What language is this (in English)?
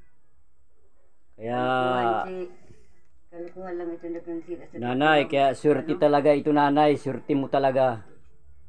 Filipino